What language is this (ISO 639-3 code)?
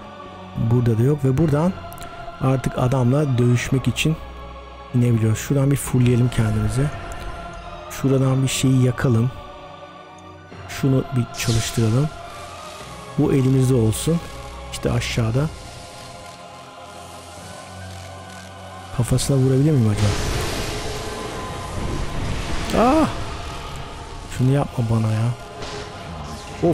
tur